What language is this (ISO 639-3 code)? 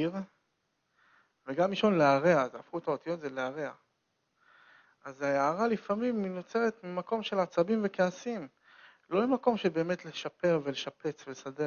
heb